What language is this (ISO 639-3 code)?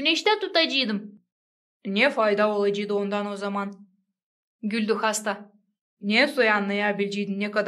gag